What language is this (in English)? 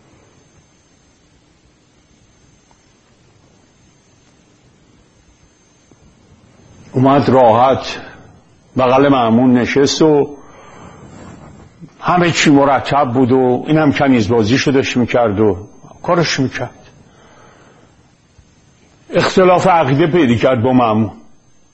Persian